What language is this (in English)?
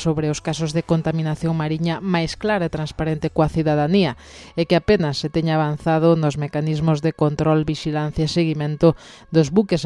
Galician